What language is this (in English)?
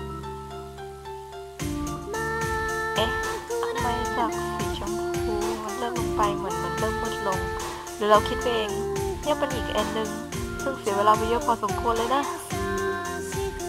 Thai